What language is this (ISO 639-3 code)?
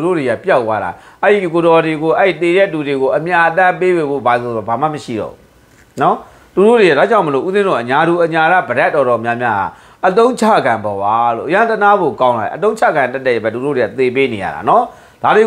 mya